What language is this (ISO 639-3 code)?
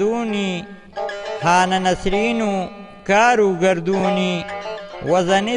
hac